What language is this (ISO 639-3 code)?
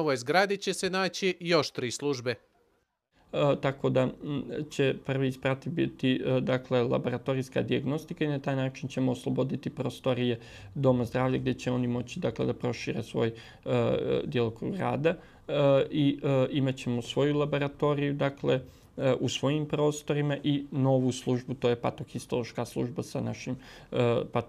bos